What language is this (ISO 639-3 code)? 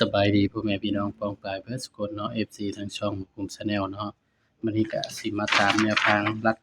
tts